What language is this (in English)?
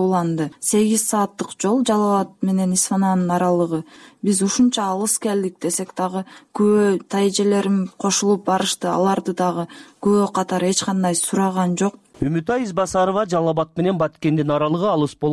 Kyrgyz